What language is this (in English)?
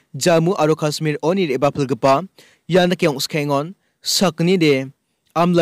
Garo